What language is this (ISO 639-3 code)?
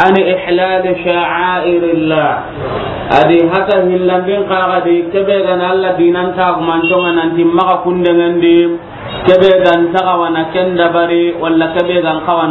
snk